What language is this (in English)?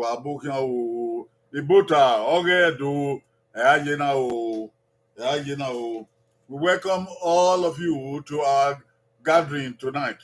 Bini